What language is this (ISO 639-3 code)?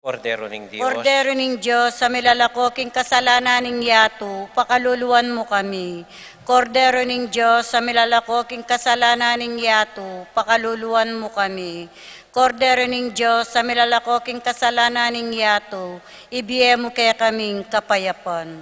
pam